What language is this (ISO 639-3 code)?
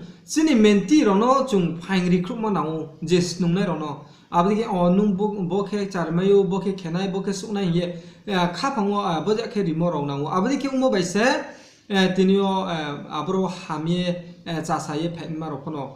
ria